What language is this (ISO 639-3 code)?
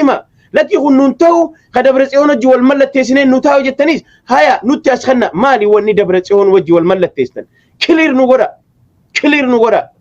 orm